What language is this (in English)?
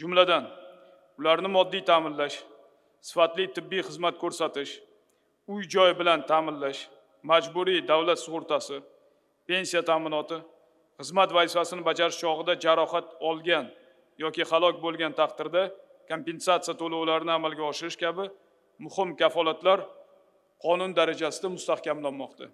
Uzbek